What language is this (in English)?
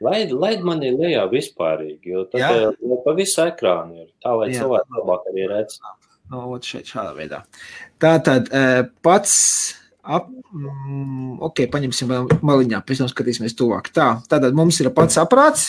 Latvian